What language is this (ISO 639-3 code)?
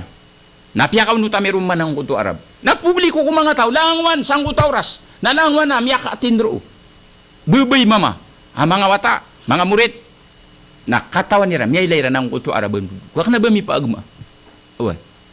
mrw